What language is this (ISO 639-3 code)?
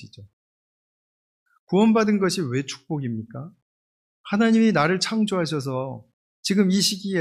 kor